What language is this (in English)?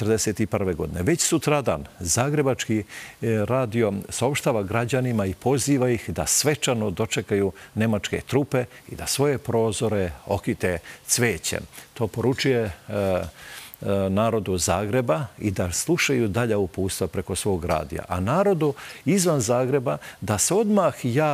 Serbian